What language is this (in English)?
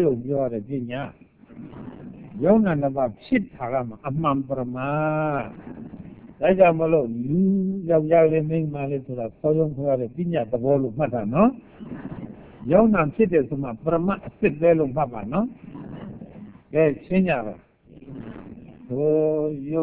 Burmese